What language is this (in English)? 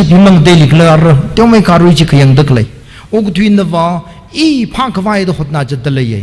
Tangkhul Naga (India)